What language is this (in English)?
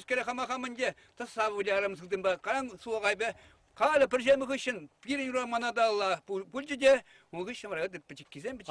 Chuvash